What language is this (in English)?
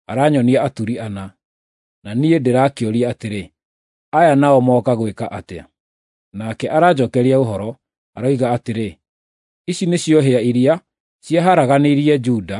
Kikuyu